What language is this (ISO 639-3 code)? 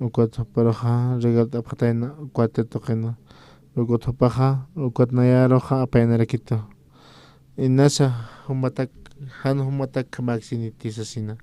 aym